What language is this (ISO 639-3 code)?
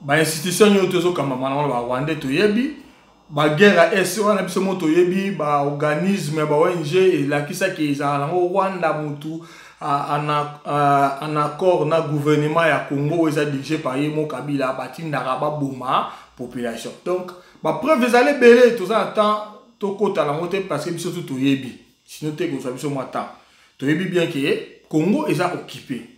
lin